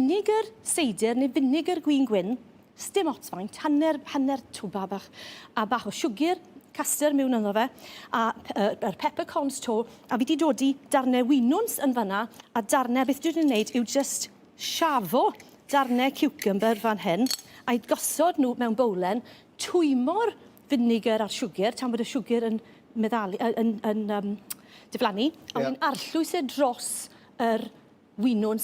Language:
Welsh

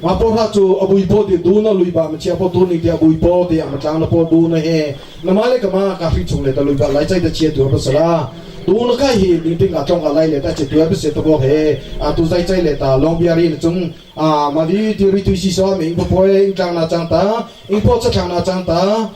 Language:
Hakha Chin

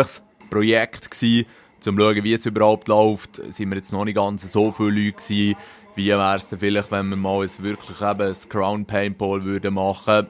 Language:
Swiss German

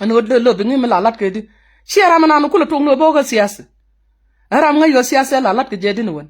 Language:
Nuer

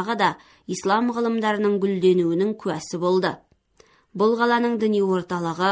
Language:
Kazakh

